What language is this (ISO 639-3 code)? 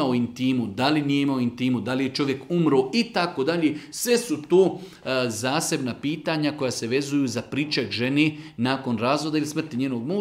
bos